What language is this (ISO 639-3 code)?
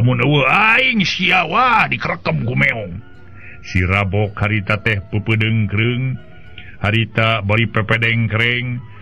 sun